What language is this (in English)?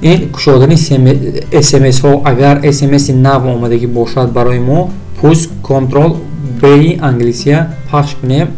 Tajik